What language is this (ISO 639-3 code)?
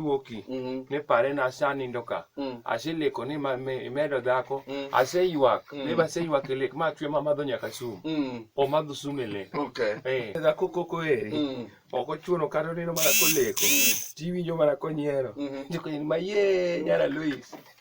luo